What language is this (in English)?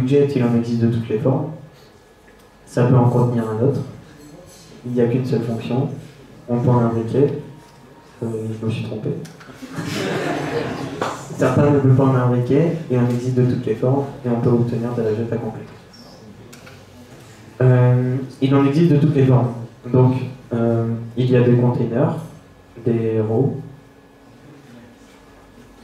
French